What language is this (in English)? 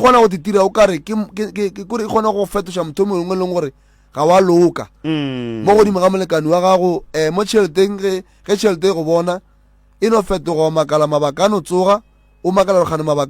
Northern Sotho